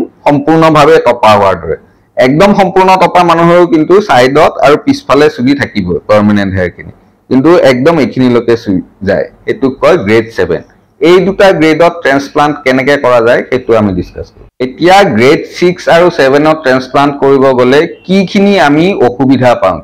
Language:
Assamese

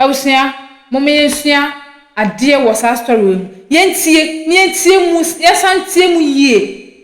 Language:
Akan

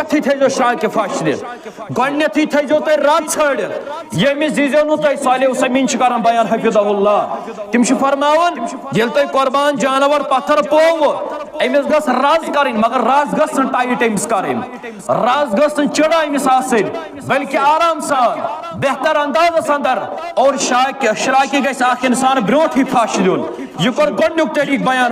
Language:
Kashmiri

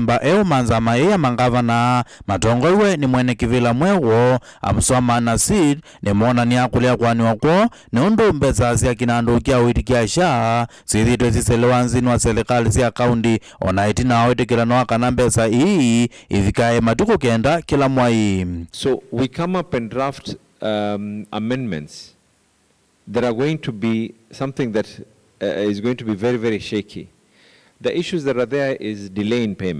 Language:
Kamba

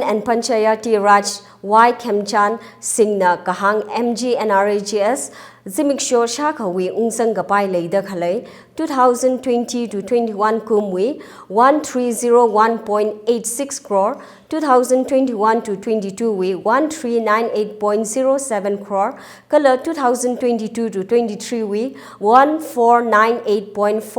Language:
Tangkhul Naga (India)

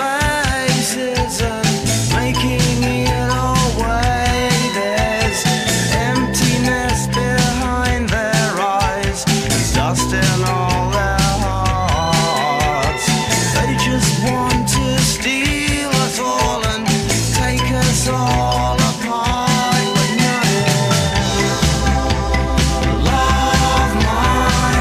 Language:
English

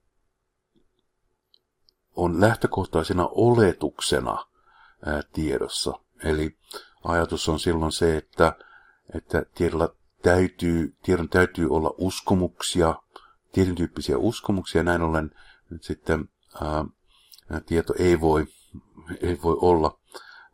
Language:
Finnish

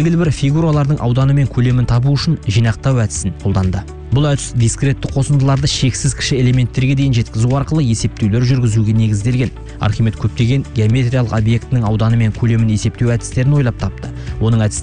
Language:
Kazakh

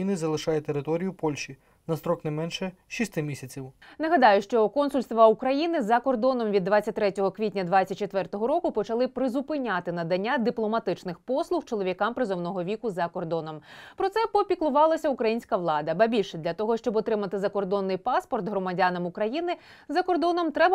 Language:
Ukrainian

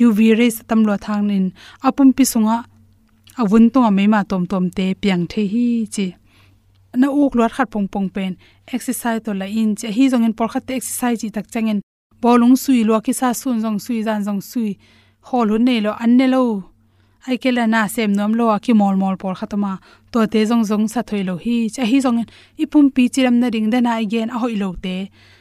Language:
Tedim Chin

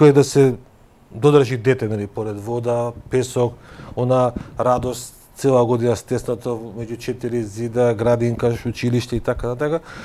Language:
Macedonian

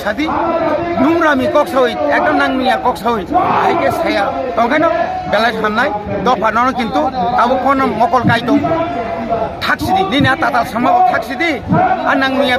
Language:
Kok Borok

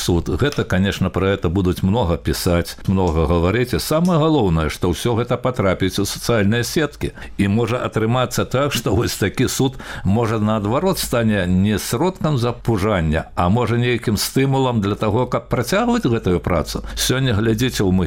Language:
Belarusian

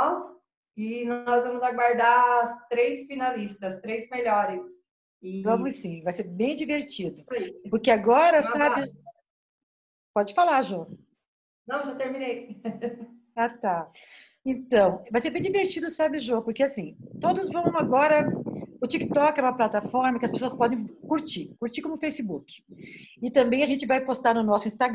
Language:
Portuguese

